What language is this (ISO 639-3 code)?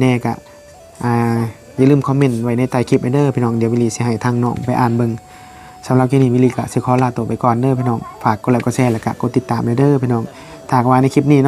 tts